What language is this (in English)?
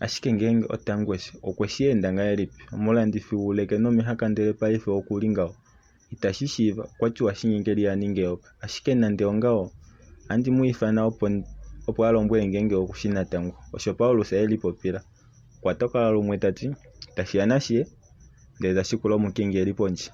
Kuanyama